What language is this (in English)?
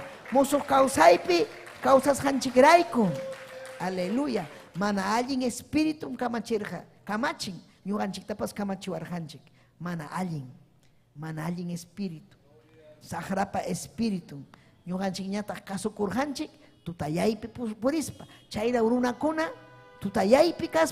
Ayacucho Quechua